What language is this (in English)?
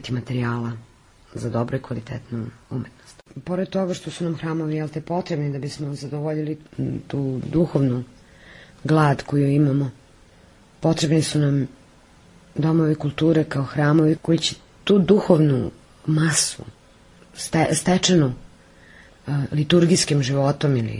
Serbian